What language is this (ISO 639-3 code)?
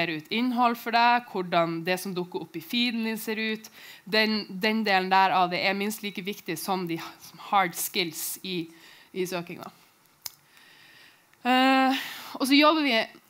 nor